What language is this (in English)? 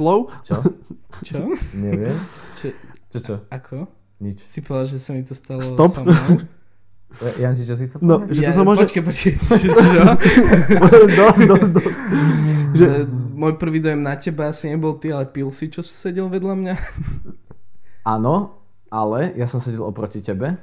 Slovak